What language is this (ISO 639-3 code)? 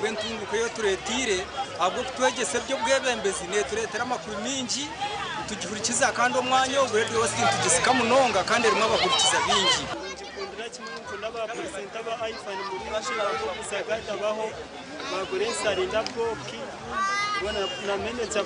nyn